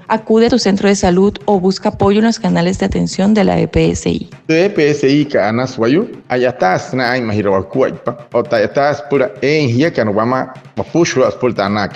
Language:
Wayuu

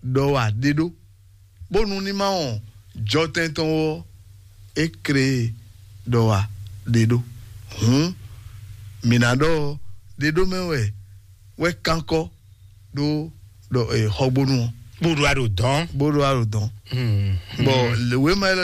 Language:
Fon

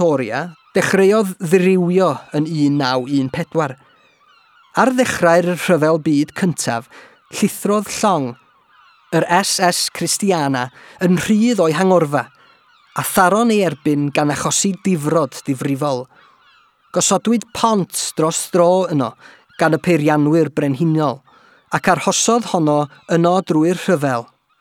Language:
Welsh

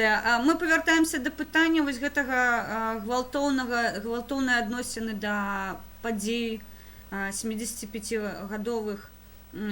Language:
Belarusian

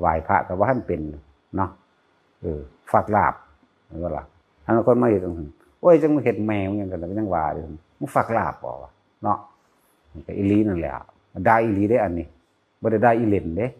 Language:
Northeastern Thai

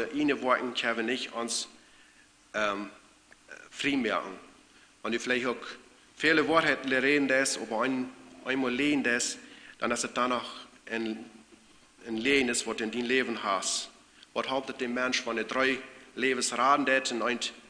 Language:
Plautdietsch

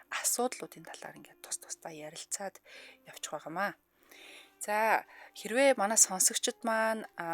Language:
Mongolian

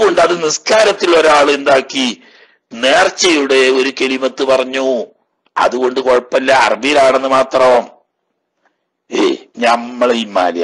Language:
Malayalam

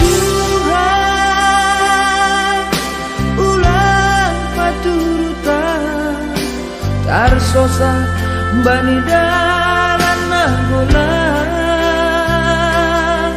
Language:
Batak Simalungun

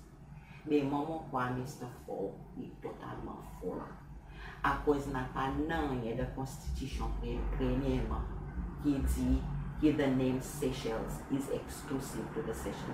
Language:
Seselwa Creole French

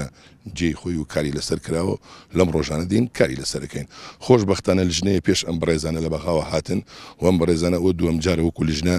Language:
Central Kurdish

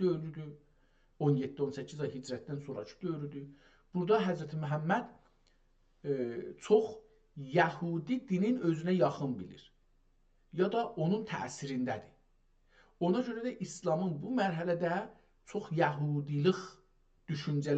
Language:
South Azerbaijani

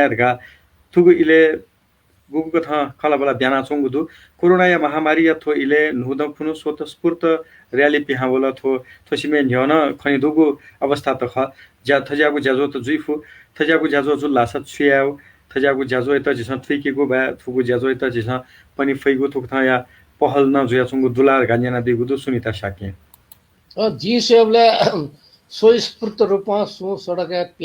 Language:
Newari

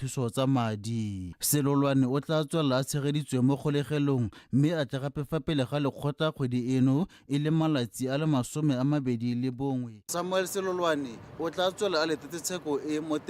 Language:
Tswana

